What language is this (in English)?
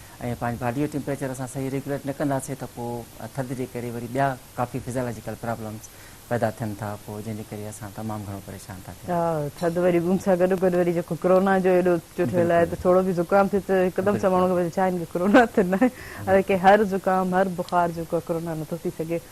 Sindhi